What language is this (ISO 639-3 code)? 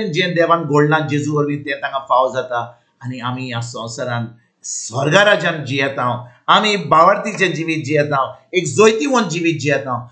kok